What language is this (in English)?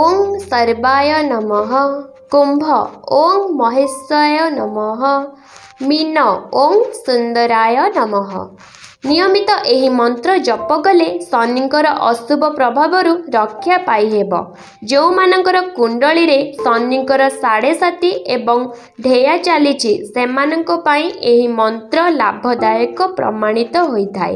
Odia